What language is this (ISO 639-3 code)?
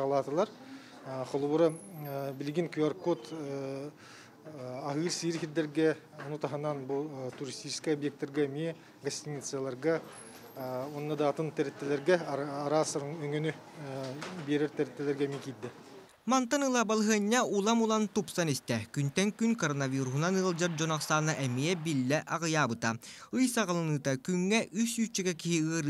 sah